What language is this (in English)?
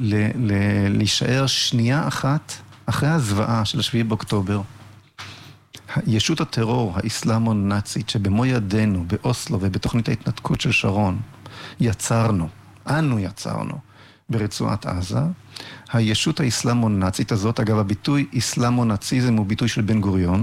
Hebrew